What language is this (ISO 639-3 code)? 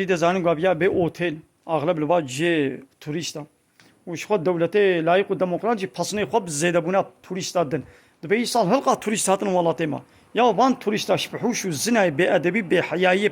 kur